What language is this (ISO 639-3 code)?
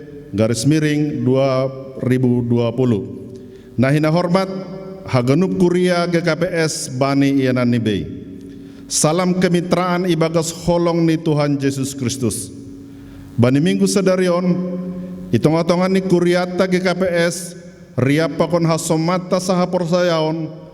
bts